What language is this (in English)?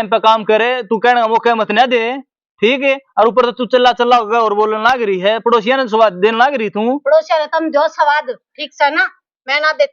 Haryanvi